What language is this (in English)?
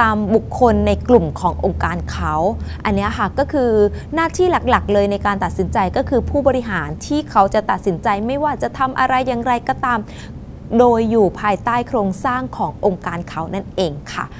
Thai